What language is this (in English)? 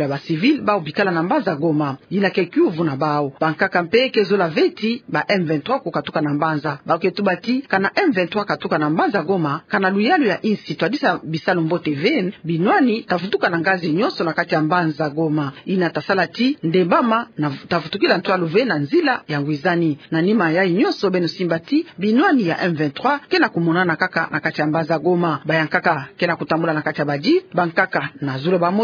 Kituba (Democratic Republic of Congo)